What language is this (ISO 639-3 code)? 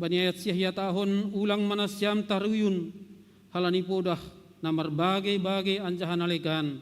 bts